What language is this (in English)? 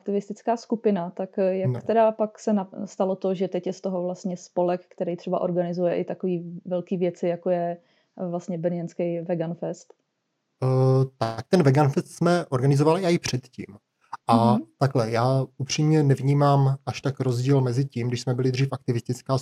Czech